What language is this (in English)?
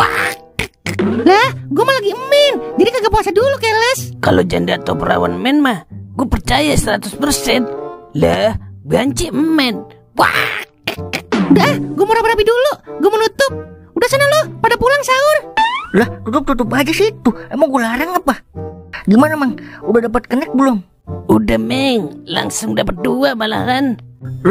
Betawi